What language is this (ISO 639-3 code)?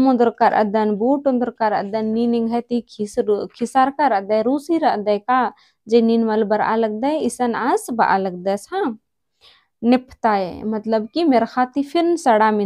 kru